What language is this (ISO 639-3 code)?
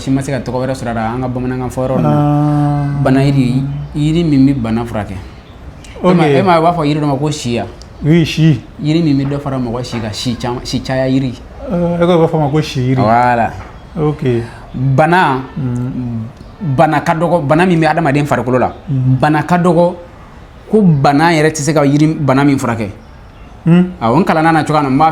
bam